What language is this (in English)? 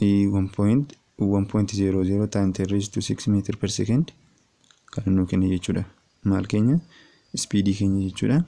Oromo